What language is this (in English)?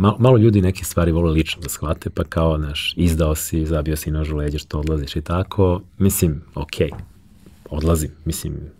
Serbian